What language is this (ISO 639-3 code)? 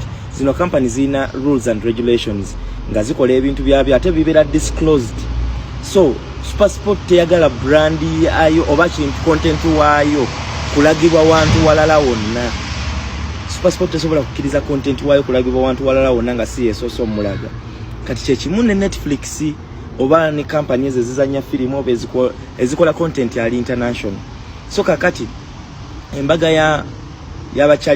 lug